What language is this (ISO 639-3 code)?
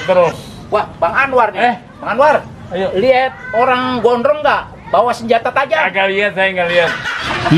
bew